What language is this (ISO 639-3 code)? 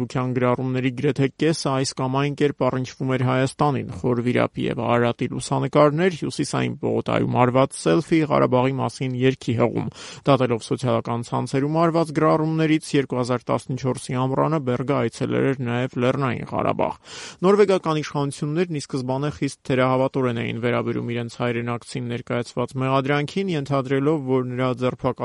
hye